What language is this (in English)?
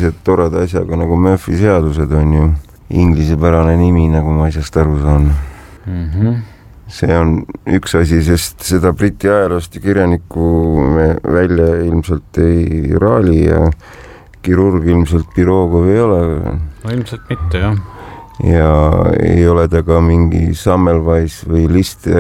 Estonian